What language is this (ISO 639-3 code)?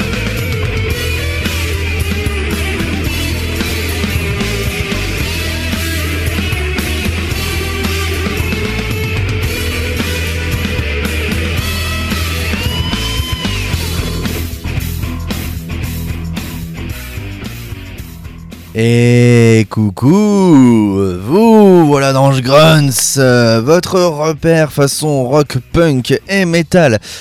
fra